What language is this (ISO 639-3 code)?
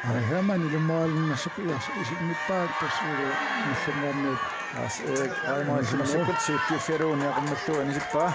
kal